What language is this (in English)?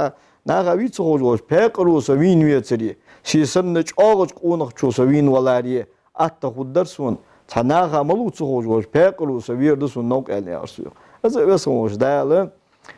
Ingush